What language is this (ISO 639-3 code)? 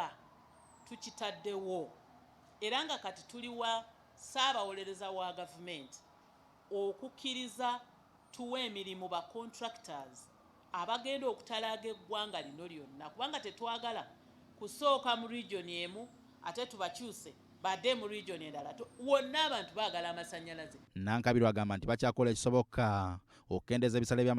lug